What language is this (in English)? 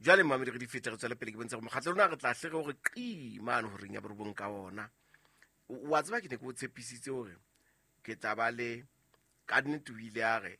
Southern Sotho